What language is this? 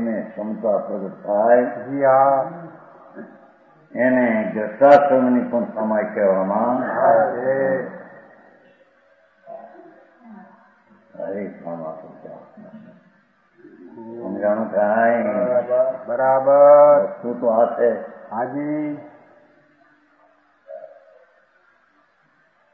Gujarati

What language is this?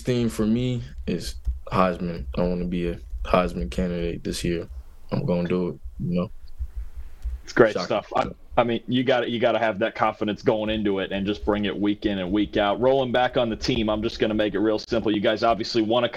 English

